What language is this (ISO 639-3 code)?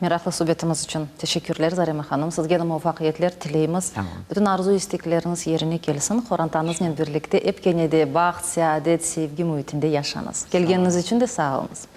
crh